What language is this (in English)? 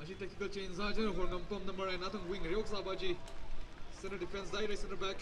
Tangkhul Naga (India)